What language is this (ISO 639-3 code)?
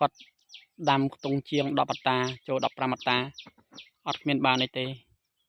khm